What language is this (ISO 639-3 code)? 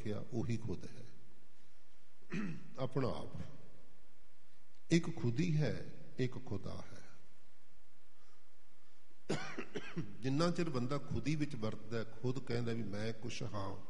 pan